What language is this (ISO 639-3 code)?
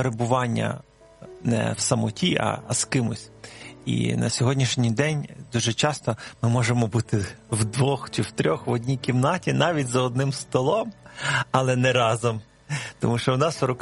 ukr